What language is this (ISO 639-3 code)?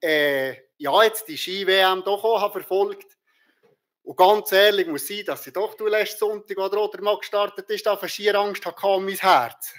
gsw